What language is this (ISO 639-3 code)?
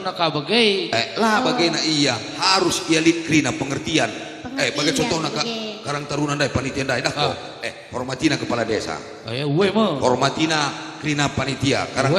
btx